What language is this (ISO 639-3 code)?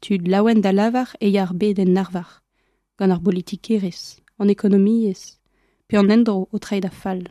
bre